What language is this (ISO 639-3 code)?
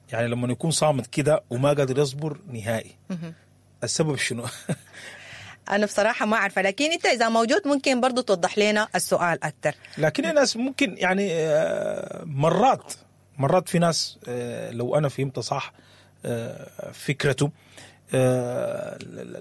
apd